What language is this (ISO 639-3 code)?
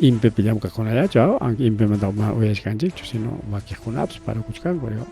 quy